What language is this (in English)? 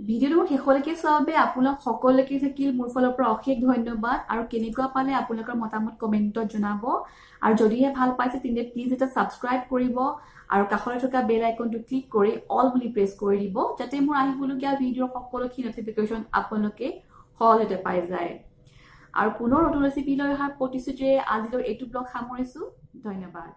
Assamese